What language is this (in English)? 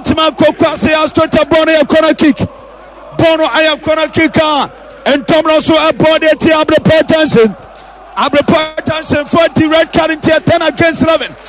Akan